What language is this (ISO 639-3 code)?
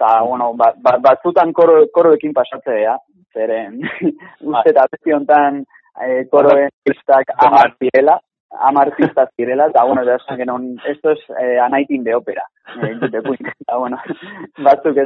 eus